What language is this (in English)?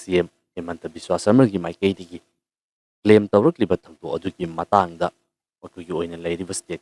Manipuri